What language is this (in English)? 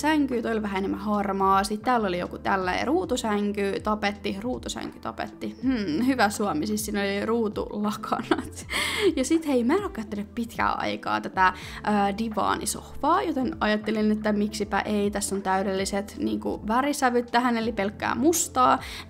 Finnish